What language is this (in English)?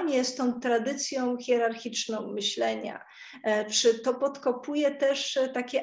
Polish